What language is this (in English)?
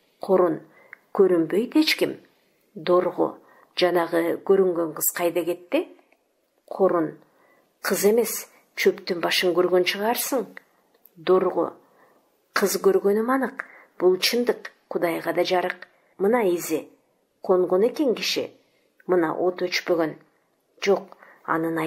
Kyrgyz